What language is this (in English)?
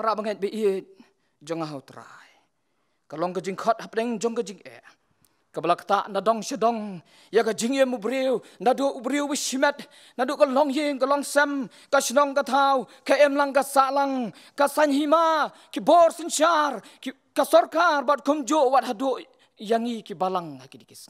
Khasi